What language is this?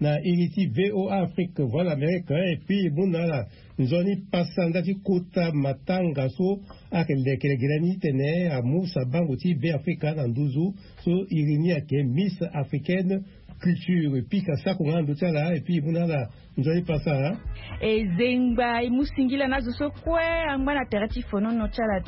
Sango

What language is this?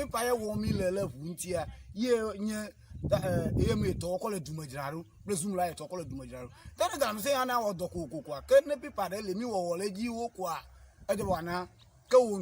Ewe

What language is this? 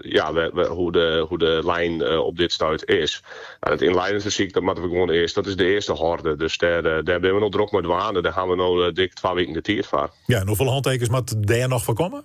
Western Frisian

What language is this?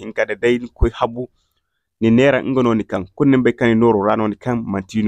Zarma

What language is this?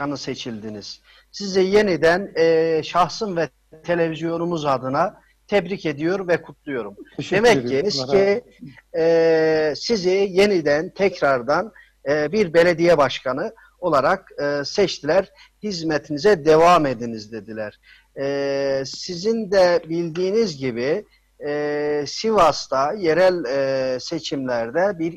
Turkish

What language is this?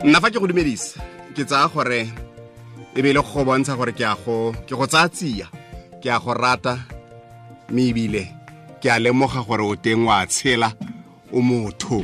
Tswana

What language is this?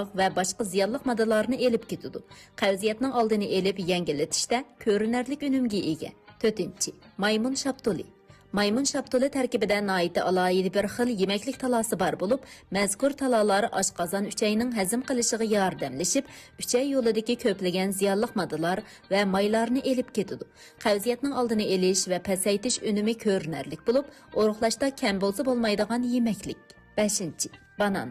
Uyghur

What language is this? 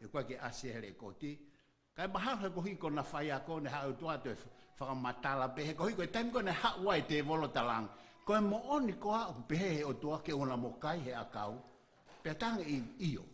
Tongan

